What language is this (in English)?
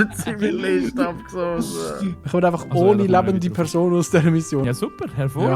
Swiss German